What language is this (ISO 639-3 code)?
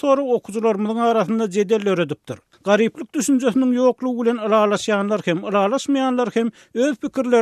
tuk